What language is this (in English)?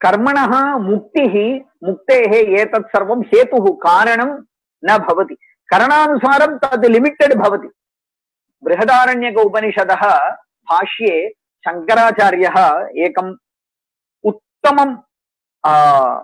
Sanskrit